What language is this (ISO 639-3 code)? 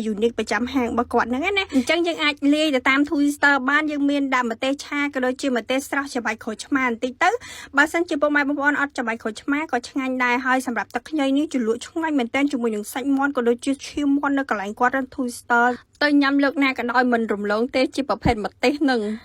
khm